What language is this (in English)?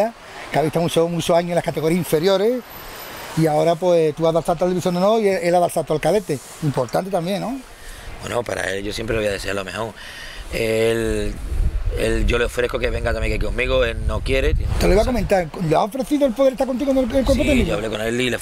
Spanish